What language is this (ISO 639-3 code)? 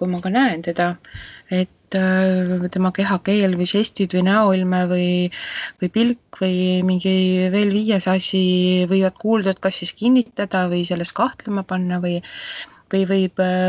est